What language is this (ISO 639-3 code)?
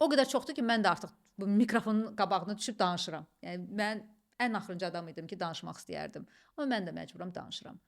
aze